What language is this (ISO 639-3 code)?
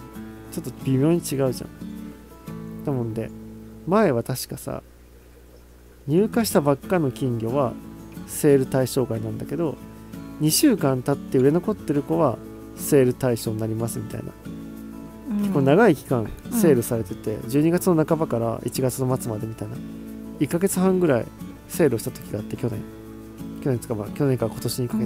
jpn